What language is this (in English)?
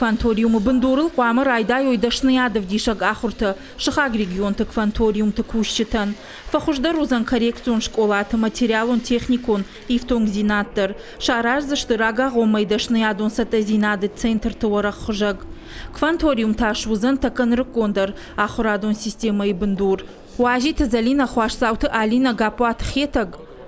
Ossetic